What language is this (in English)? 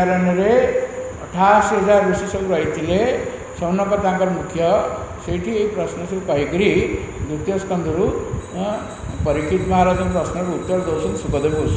Odia